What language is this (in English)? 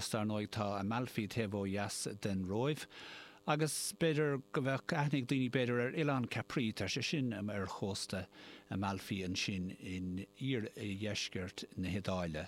Irish